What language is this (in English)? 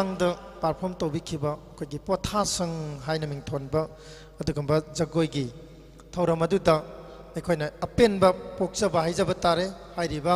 Manipuri